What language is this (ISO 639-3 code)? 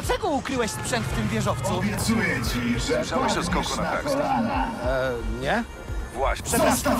pol